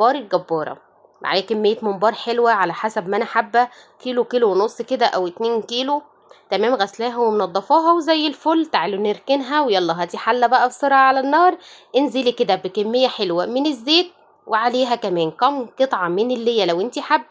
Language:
Egyptian Arabic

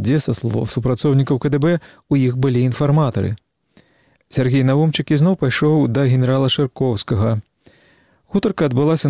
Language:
Belarusian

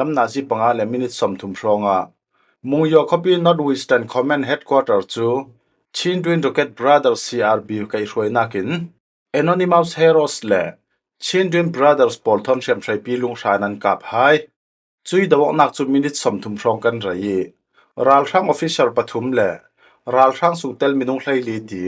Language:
Falam Chin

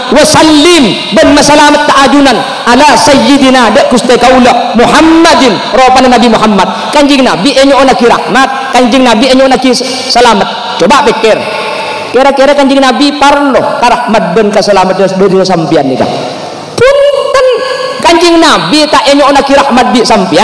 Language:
Madurese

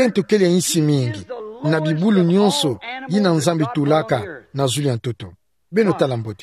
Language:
Kituba (Democratic Republic of Congo)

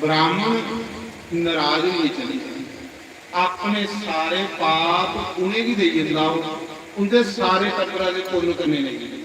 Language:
Dogri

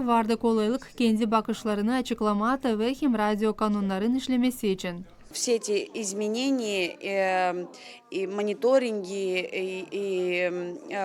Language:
Gagauz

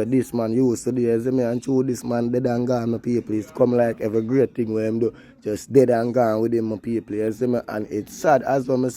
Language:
Jamaican Creole English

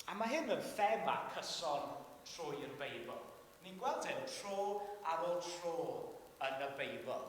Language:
Welsh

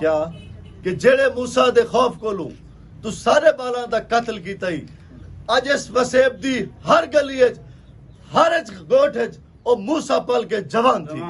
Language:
Saraiki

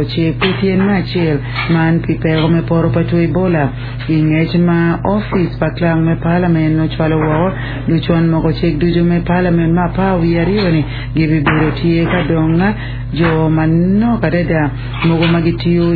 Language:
Acoli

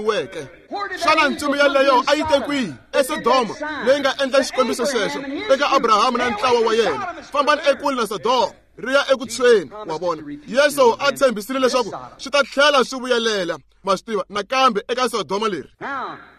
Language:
Tsonga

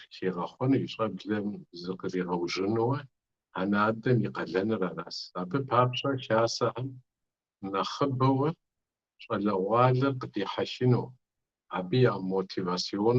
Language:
Kabardian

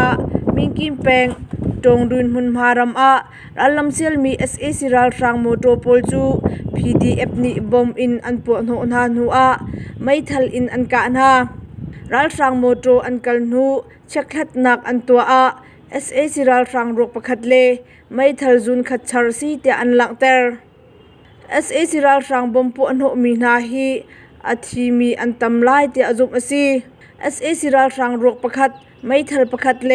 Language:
Hakha Chin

